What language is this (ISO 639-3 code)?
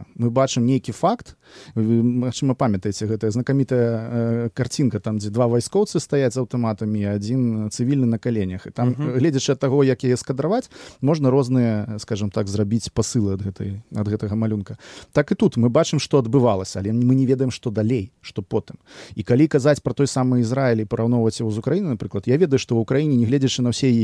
bel